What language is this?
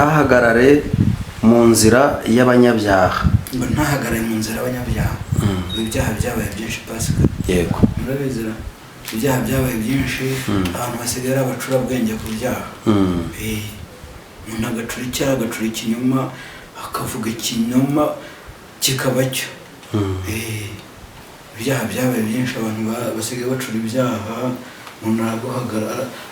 Kinyarwanda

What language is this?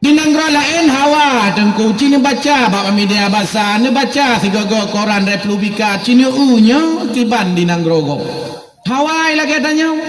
Achinese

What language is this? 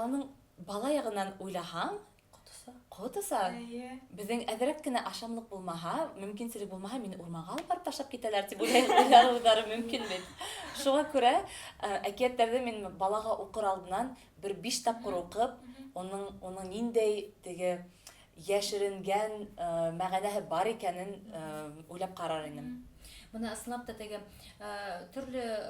Bashkir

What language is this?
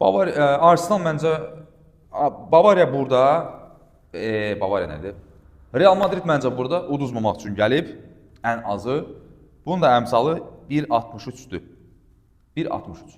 Azerbaijani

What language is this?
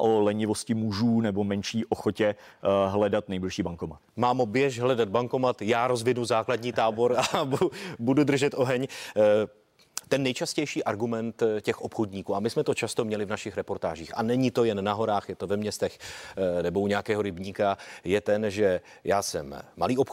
Czech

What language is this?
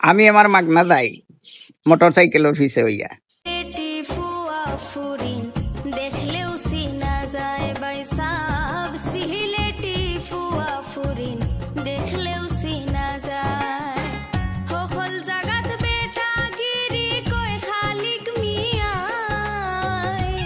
Sylheti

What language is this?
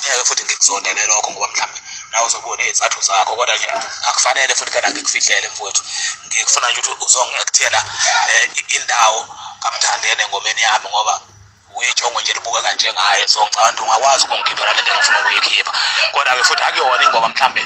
Zulu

